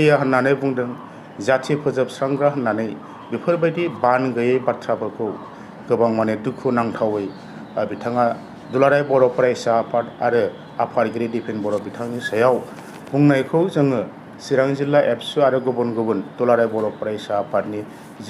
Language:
Bodo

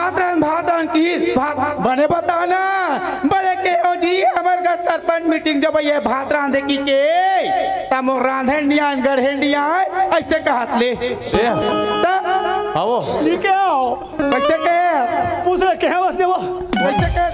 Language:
Chhattisgarhi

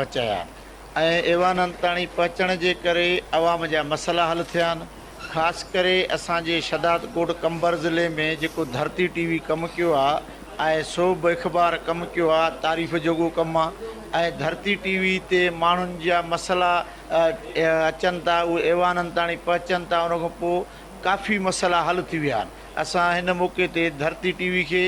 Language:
Sindhi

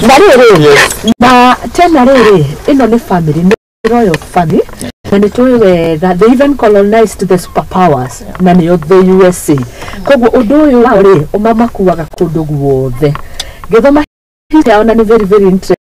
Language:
Kikuyu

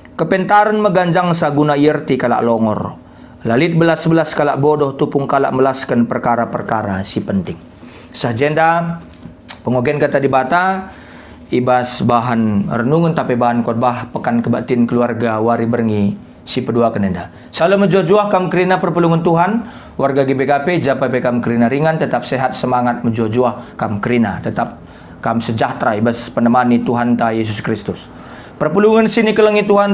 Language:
Batak Karo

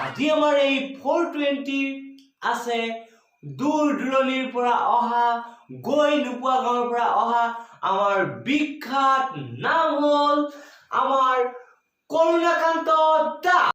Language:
Assamese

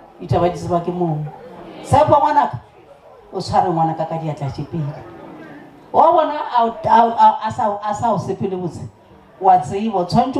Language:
Northern Sotho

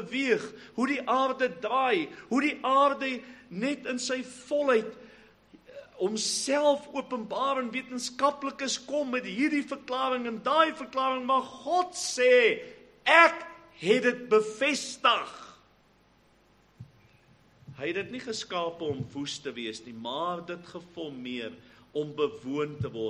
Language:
Afrikaans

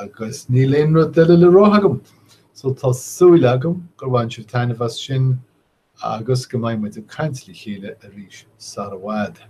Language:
Irish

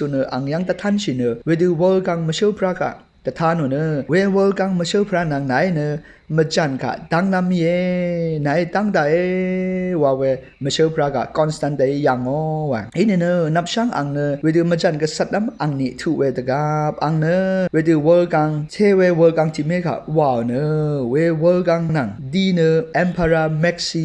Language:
Rawang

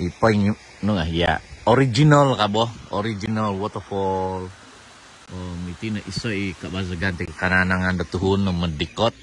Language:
Central Dusun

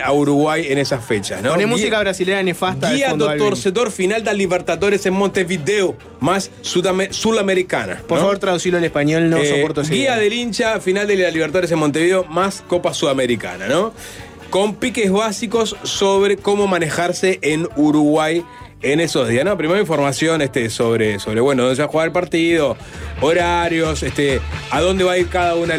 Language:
Spanish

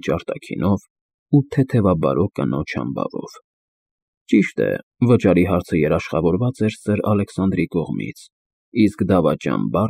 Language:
Armenian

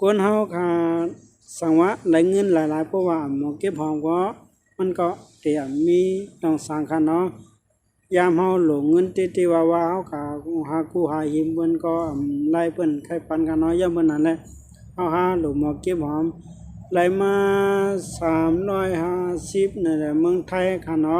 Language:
Shan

